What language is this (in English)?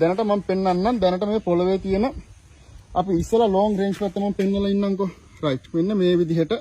Sinhala